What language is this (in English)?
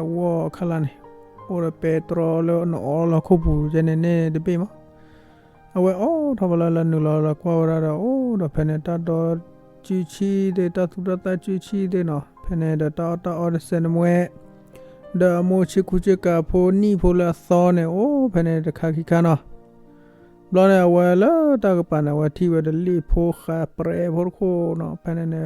S'gaw Karen